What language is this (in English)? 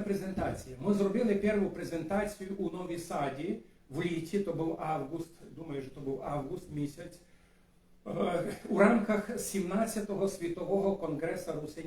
Rusyn